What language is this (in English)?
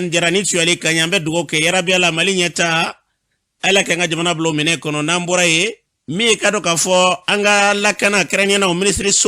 Bambara